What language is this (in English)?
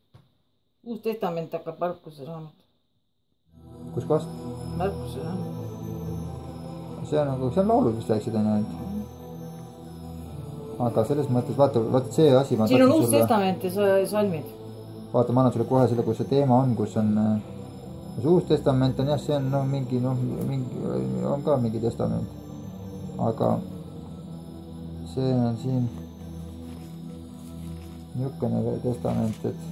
Estonian